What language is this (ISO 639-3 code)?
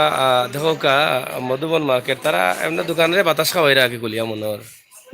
syl